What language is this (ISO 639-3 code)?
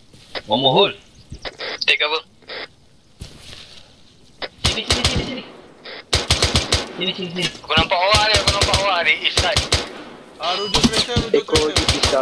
msa